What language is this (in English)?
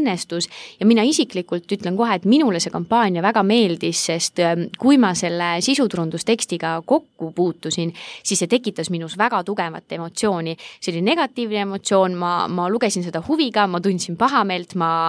Estonian